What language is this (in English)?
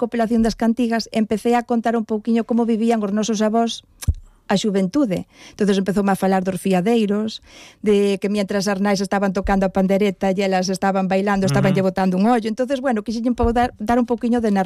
Galician